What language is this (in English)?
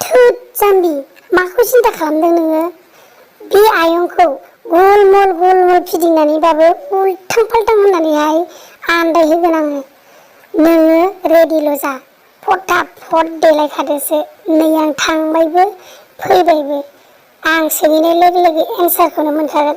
Bodo